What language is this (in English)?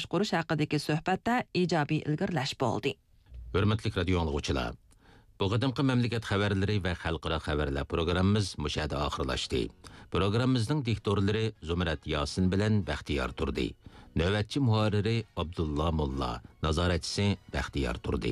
Uyghur